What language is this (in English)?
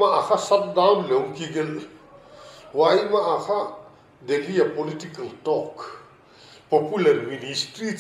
Paite Chin